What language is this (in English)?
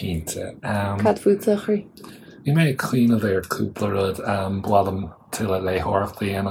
Irish